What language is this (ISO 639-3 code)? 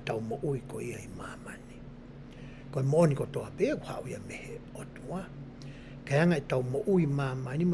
ton